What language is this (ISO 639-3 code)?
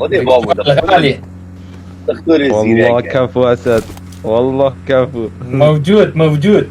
kur